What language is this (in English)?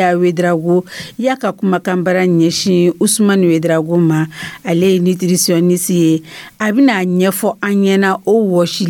Dyula